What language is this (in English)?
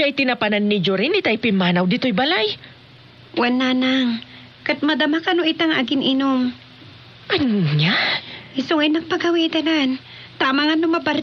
Iloko